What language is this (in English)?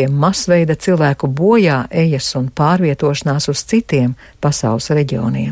Latvian